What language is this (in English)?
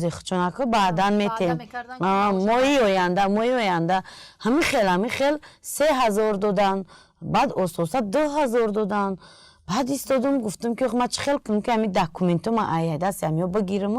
Tajik